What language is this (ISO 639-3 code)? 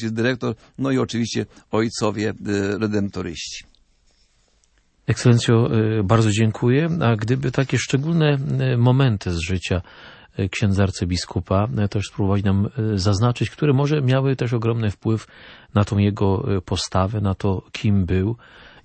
pol